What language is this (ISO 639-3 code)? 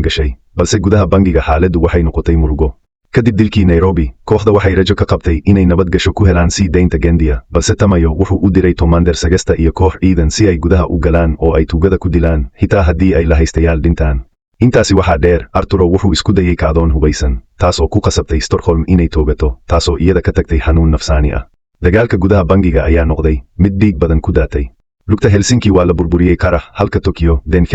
som